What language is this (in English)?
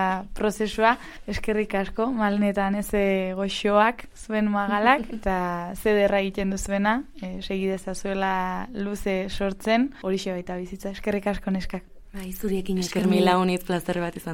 Basque